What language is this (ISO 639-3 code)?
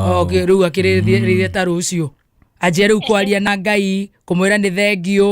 kik